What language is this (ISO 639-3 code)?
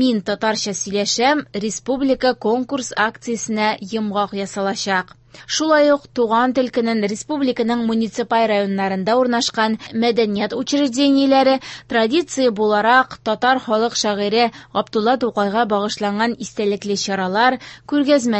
tat